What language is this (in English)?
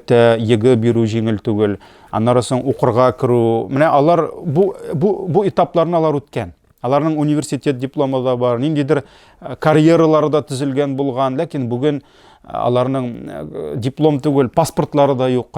Tatar